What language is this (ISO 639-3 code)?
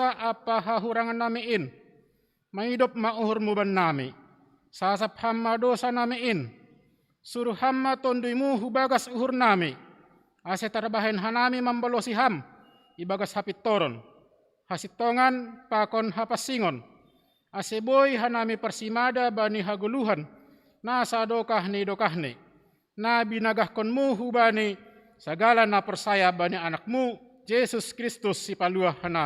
bts